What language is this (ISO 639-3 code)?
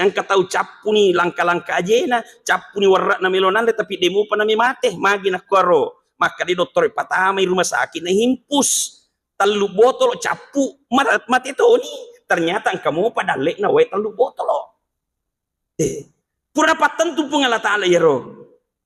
bug